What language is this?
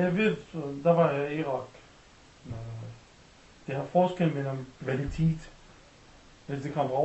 Danish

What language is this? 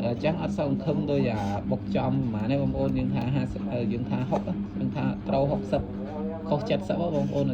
Khmer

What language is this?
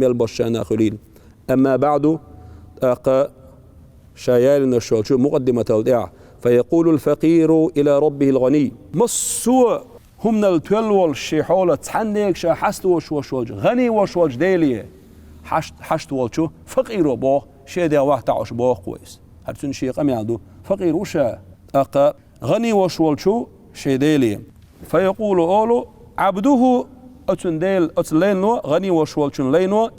Chechen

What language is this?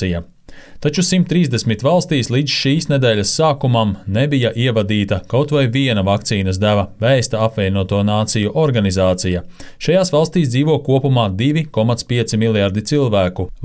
Latvian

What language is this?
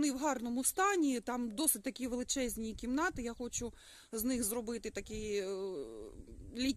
Ukrainian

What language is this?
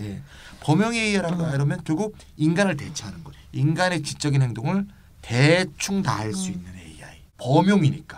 Korean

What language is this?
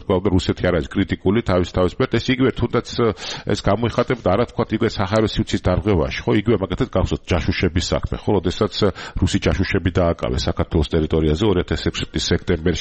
Georgian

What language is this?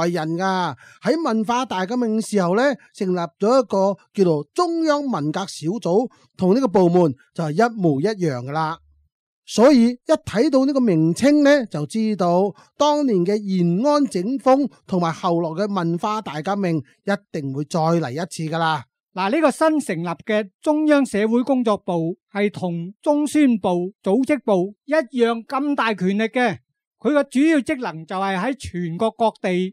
Cantonese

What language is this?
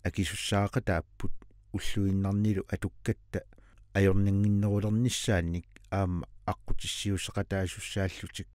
Kalaallisut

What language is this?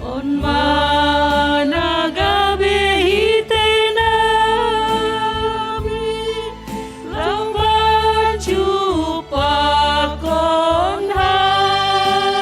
Batak Simalungun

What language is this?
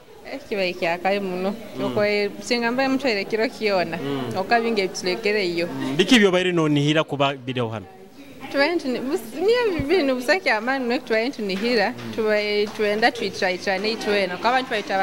Nyoro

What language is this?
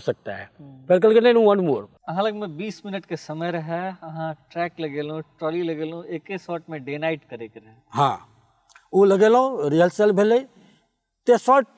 Maithili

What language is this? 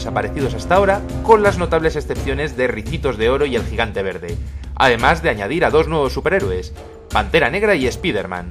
Spanish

